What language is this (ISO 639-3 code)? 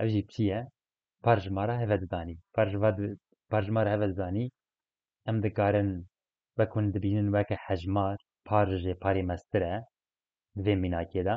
kur